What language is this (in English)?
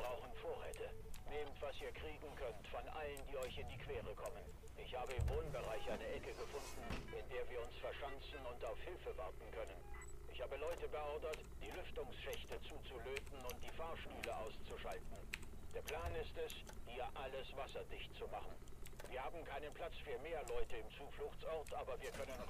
Bavarian